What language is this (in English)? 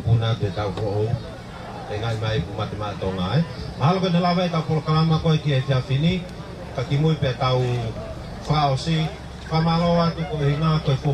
Tongan